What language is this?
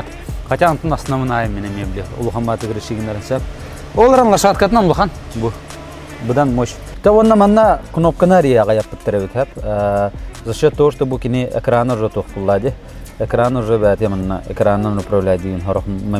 Yakut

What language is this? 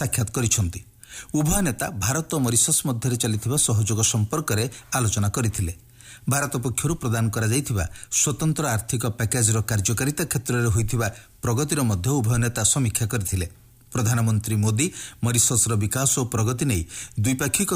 Odia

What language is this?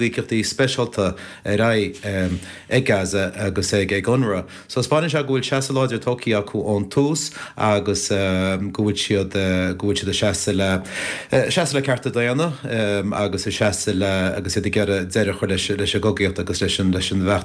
Irish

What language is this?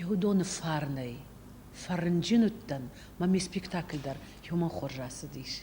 Ossetic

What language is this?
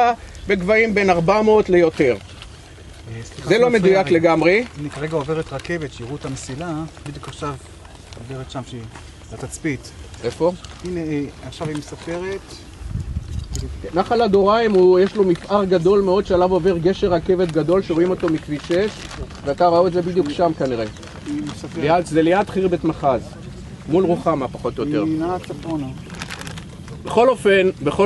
Hebrew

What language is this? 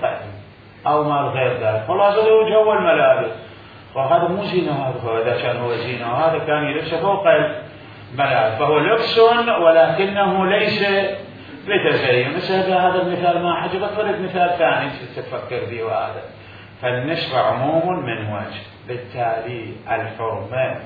Mesopotamian Arabic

